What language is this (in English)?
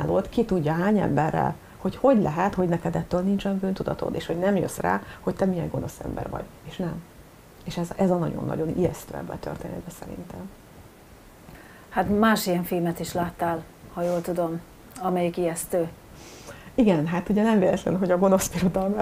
Hungarian